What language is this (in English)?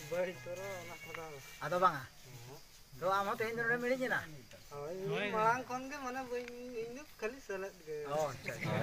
Santali